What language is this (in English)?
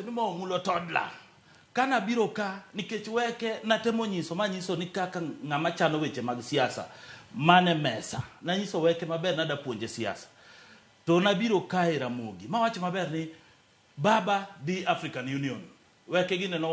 Luo (Kenya and Tanzania)